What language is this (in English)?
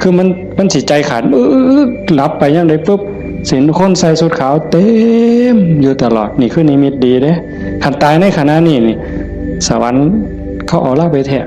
Northeastern Thai